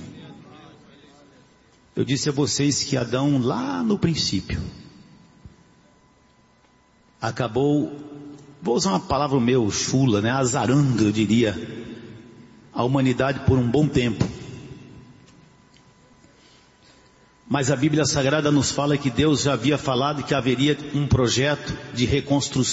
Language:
Portuguese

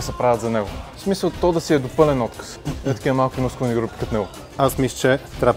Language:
Bulgarian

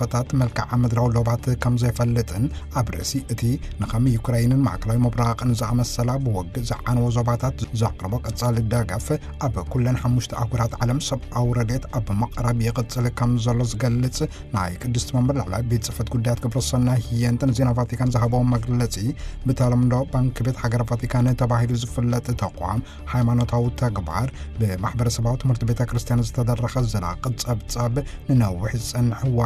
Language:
Tigrinya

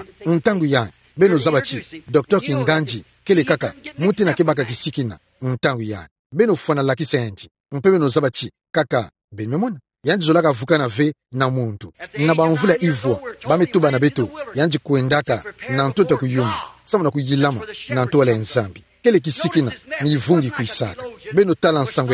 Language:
Kituba (Democratic Republic of Congo)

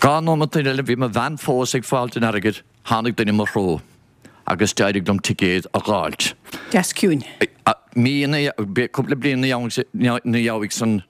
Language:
Irish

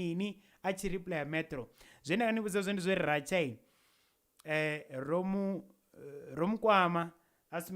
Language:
Venda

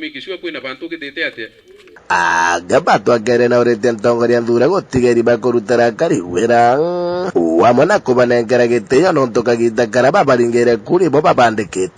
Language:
Meru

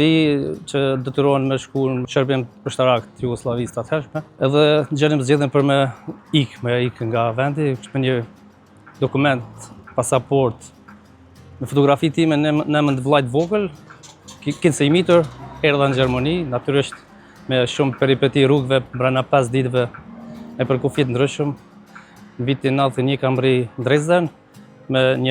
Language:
Albanian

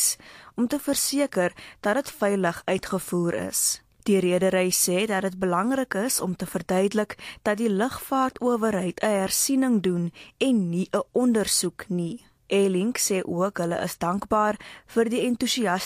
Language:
Afrikaans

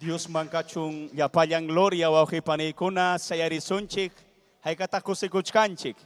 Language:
Ayacucho Quechua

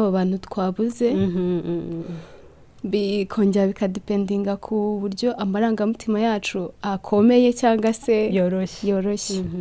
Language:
Kinyarwanda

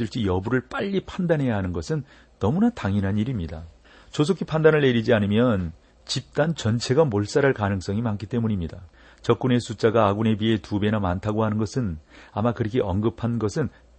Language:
Korean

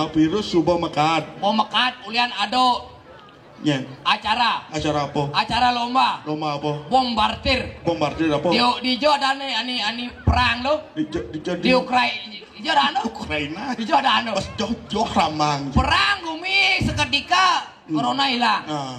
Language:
Balinese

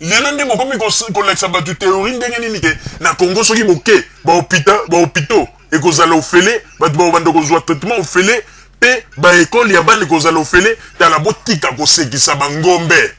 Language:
Lingala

